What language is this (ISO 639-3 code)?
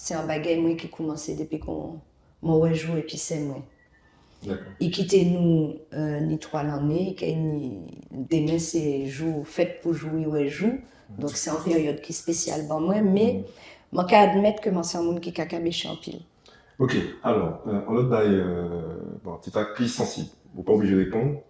gcf